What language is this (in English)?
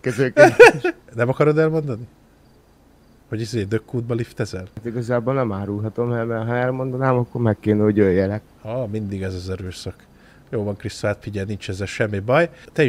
Hungarian